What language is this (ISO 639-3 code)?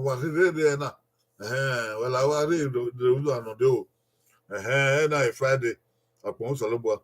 bin